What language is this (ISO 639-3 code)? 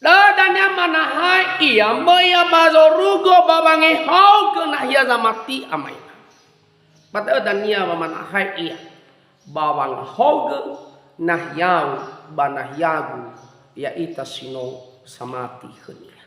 nia